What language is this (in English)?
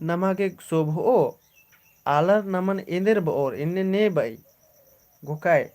Kurukh